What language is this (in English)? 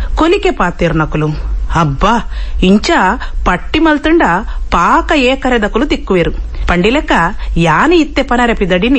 Tulu